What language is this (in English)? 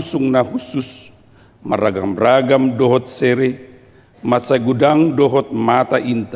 Batak Toba